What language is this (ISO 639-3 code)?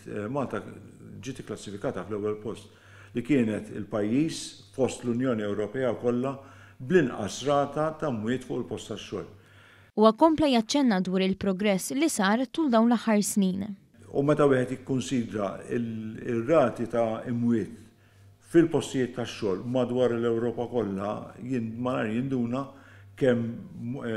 mlt